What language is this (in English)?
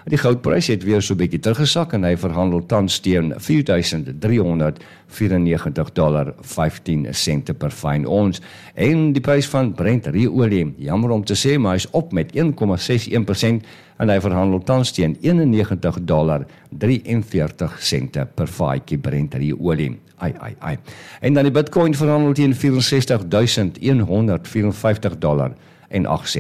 Afrikaans